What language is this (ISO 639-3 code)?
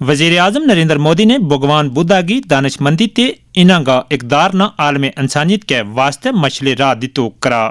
gju